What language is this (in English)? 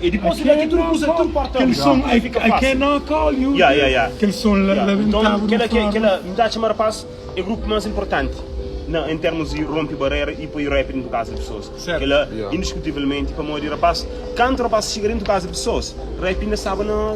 Kabuverdianu